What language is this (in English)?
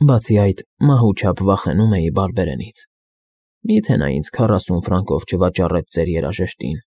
Armenian